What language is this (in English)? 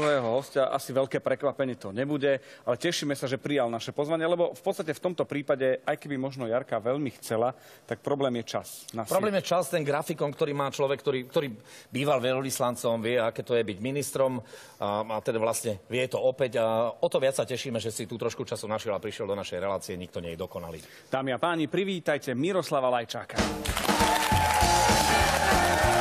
Slovak